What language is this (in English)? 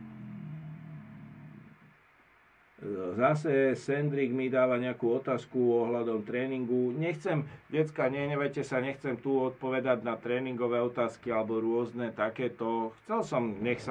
Slovak